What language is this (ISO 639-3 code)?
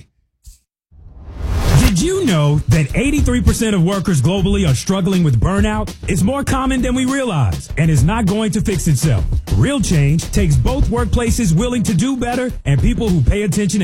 eng